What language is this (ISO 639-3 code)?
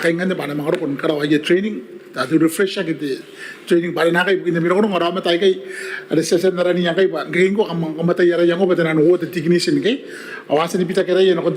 gil